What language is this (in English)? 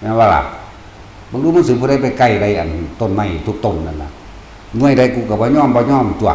Northeastern Thai